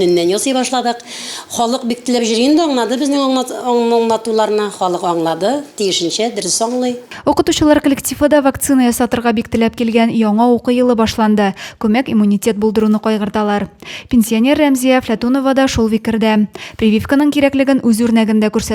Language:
Tatar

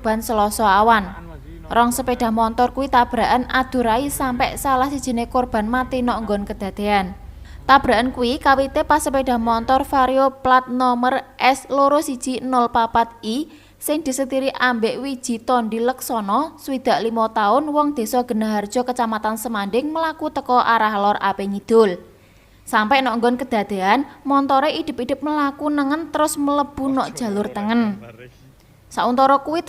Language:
Javanese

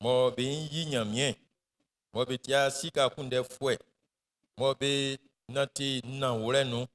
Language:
Baoulé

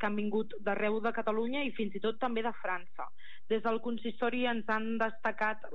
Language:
Catalan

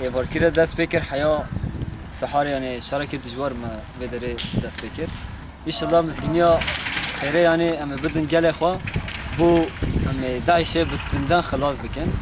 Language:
Kurdish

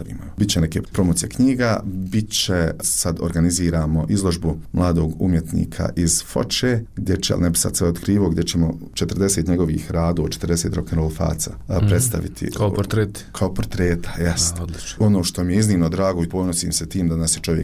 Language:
Bosnian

